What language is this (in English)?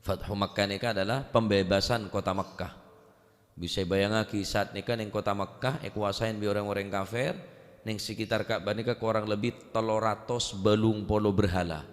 Madurese